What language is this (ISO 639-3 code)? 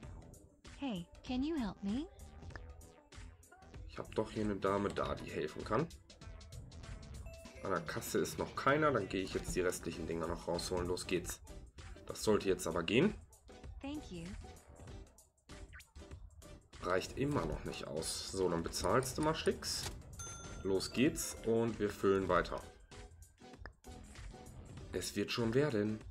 deu